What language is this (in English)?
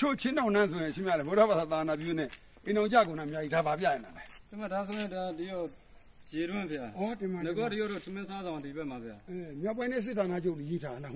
Burmese